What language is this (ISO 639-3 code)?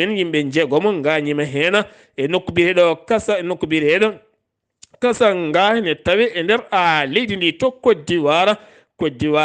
ful